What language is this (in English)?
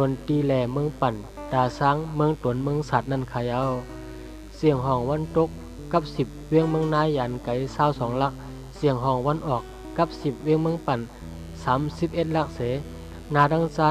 Shan